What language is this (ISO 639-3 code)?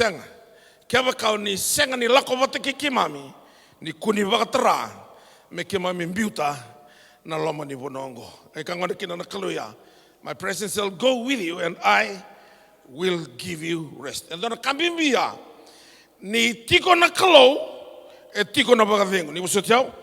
fij